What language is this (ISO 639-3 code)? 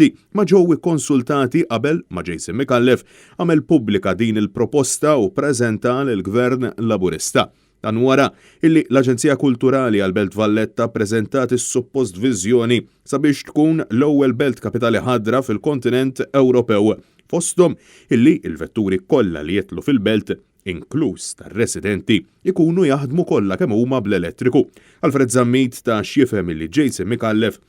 mlt